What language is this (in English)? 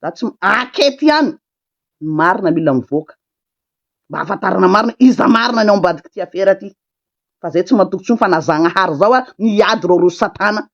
Malagasy